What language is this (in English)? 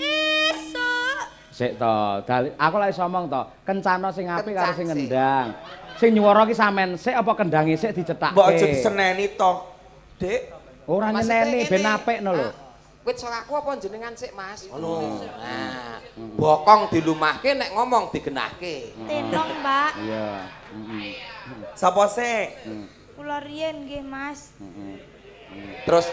Javanese